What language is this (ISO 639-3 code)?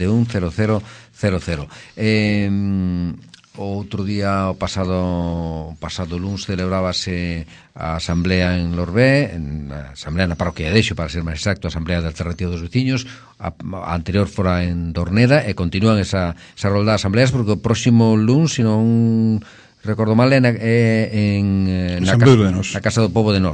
glg